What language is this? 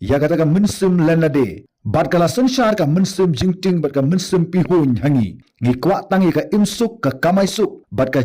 Khasi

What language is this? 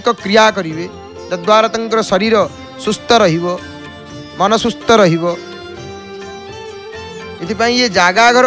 Odia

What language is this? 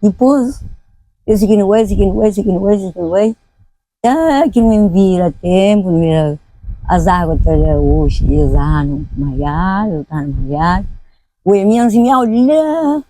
Kabuverdianu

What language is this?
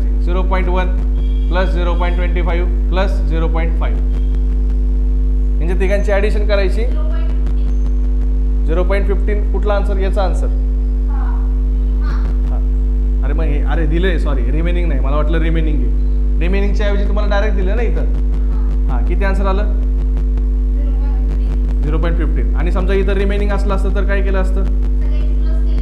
Marathi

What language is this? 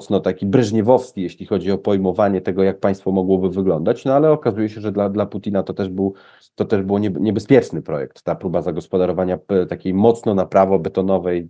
Polish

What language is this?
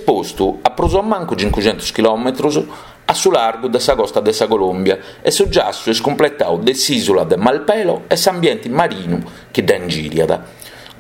Sardinian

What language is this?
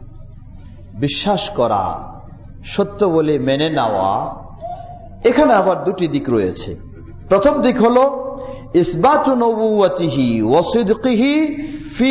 Bangla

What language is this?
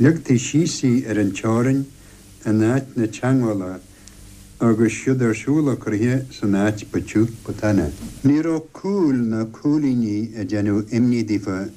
Irish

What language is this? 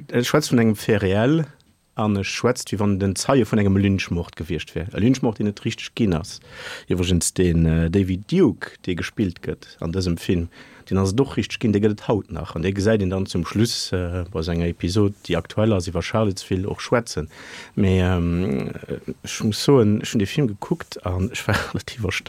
Luxembourgish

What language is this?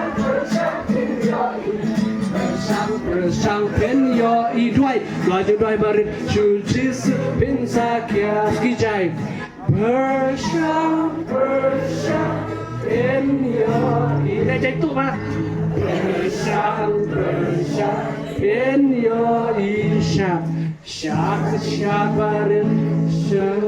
Khasi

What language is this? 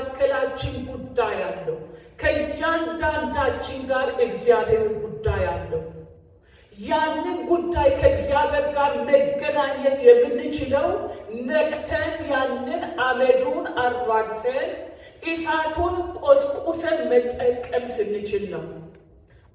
Amharic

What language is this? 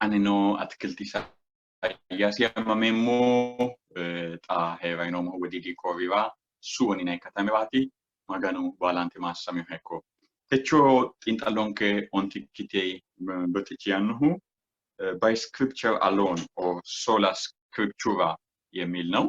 Sidamo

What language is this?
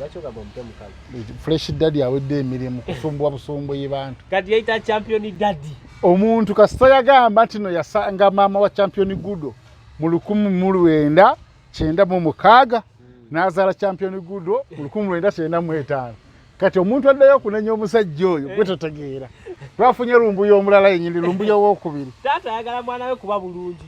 Ganda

